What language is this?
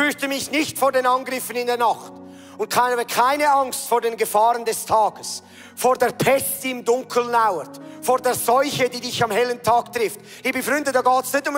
Swiss German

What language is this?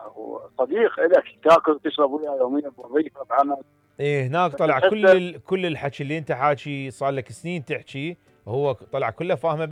Mesopotamian Arabic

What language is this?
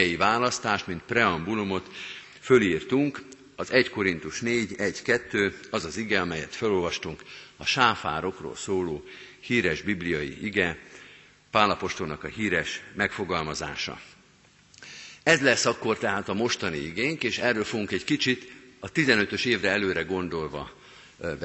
Hungarian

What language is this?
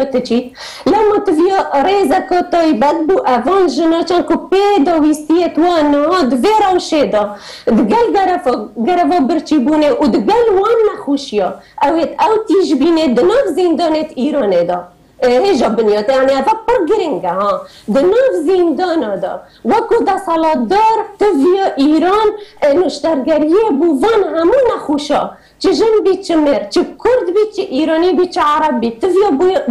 Kurdish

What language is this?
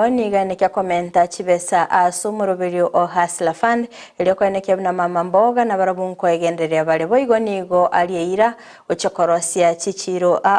Gusii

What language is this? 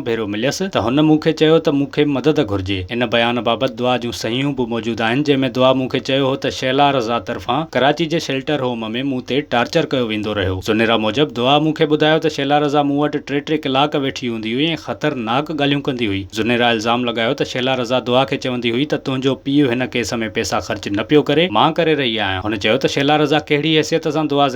Sindhi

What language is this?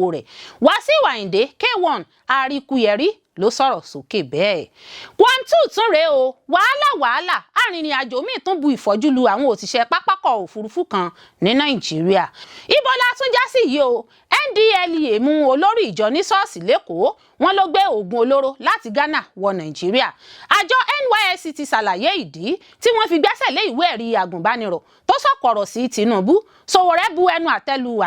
Yoruba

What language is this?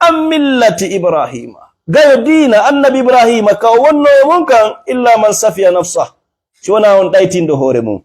Fula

